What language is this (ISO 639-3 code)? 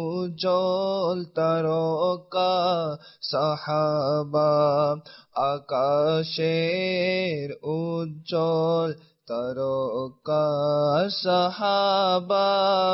ben